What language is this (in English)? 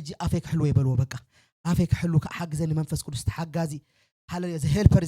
Tigrinya